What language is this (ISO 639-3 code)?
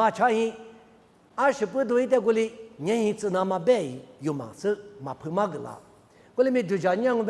lis